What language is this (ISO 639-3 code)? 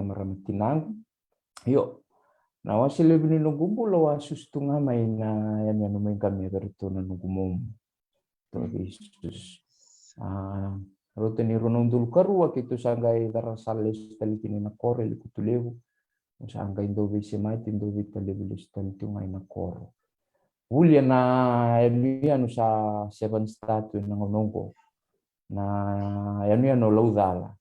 fij